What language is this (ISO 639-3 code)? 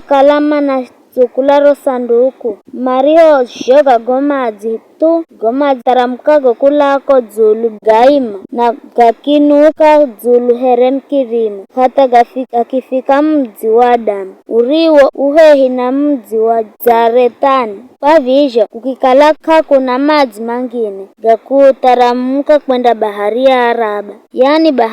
nyf